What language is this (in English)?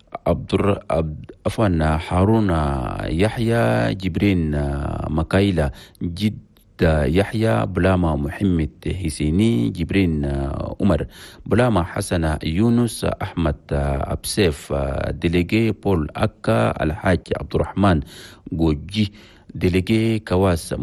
Chadian Arabic